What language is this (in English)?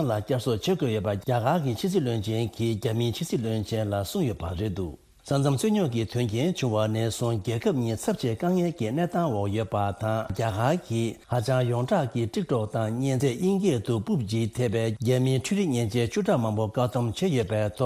Tibetan